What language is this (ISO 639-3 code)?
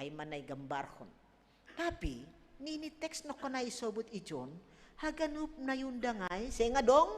bts